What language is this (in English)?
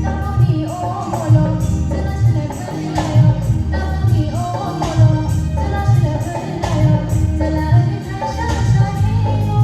Kok Borok